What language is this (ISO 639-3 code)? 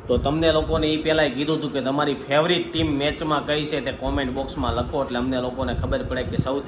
guj